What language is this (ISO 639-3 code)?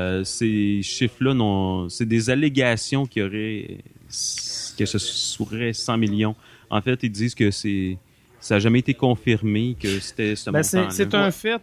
fra